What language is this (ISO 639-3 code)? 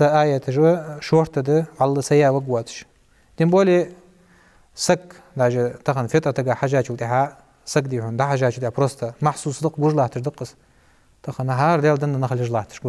inh